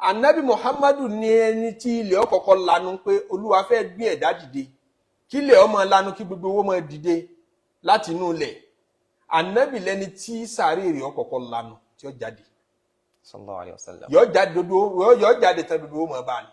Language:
Yoruba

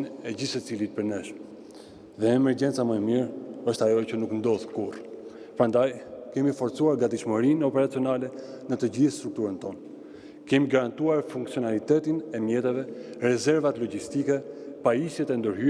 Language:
Albanian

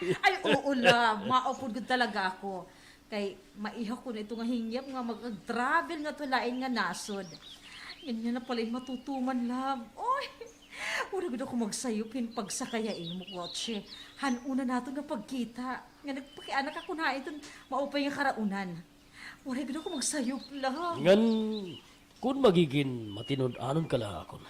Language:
Waray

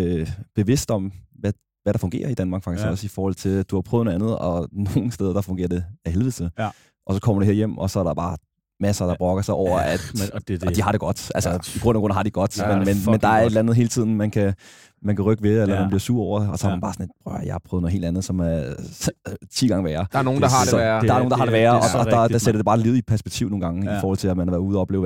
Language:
Danish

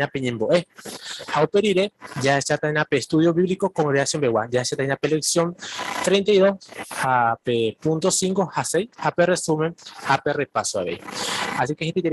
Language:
Guarani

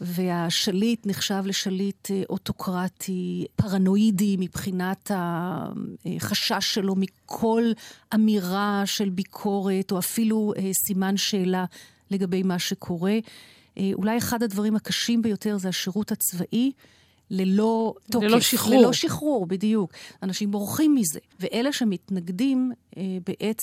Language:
Hebrew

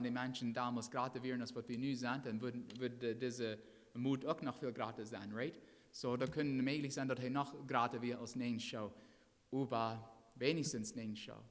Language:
Plautdietsch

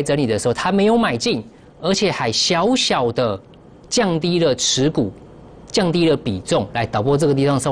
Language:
Chinese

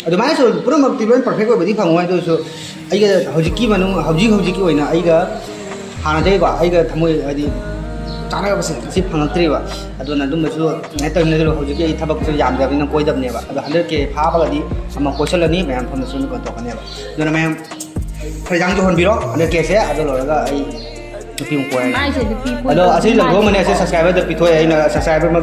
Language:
Manipuri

